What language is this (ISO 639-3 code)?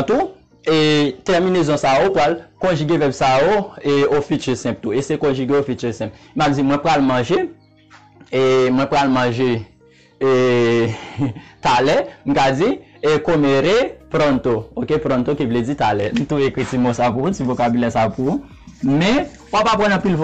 hat